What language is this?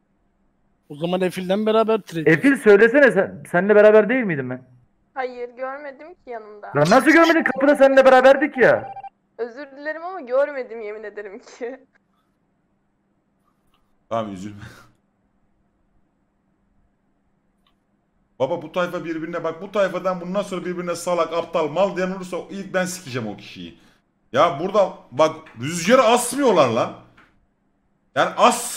Turkish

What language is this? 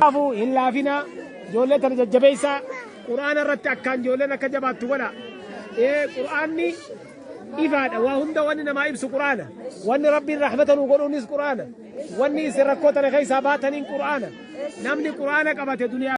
Oromo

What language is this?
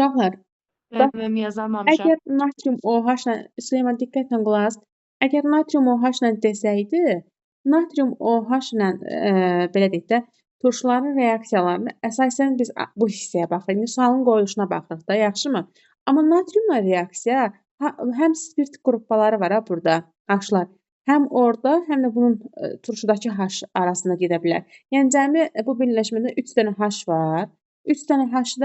Azerbaijani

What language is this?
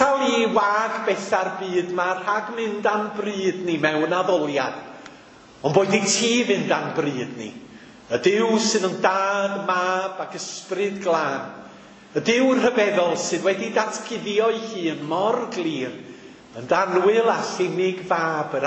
Welsh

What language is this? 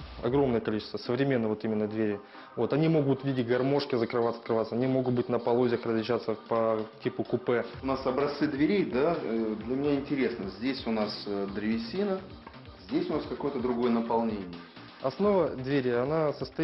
Russian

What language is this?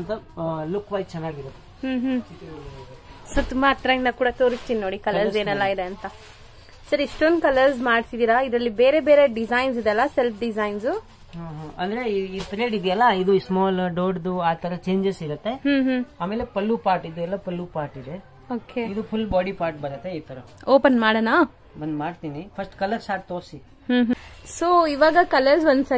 Kannada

